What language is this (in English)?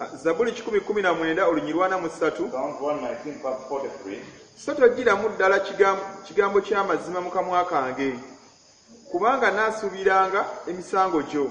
Ganda